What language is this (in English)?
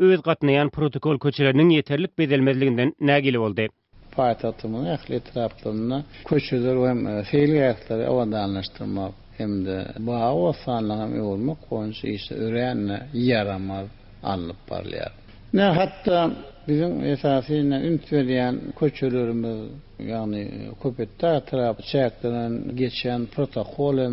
Turkmen